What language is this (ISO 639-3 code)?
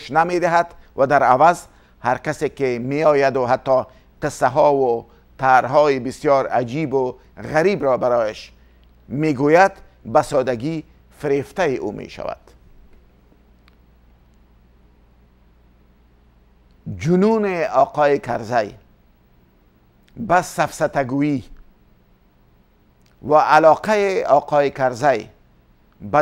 fas